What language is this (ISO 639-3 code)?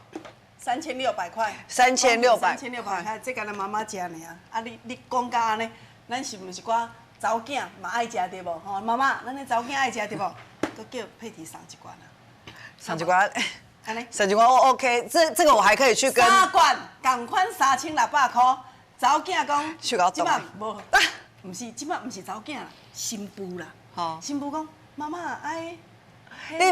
nan